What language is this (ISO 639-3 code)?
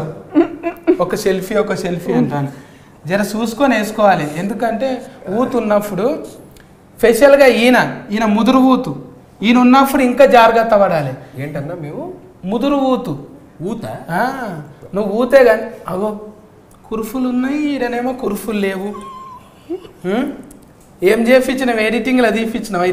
tel